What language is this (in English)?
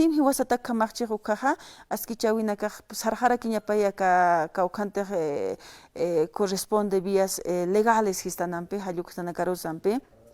Aymara